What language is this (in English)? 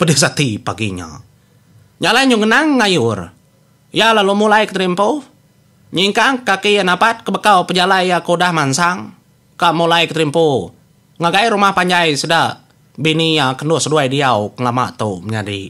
Iban